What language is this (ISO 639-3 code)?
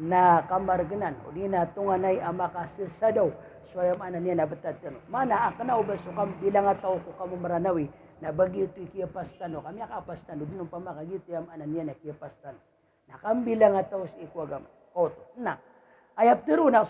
mrw